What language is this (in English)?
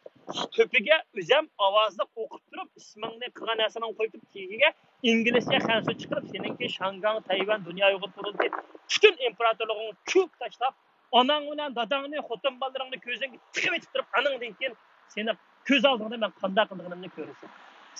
Uyghur